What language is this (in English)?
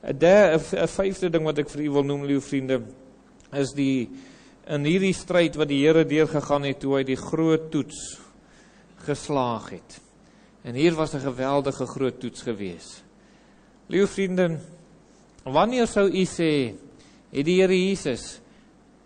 Afrikaans